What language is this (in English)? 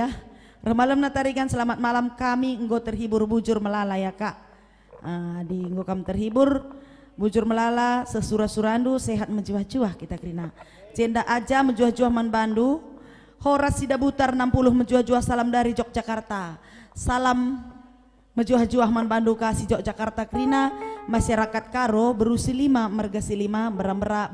Batak Karo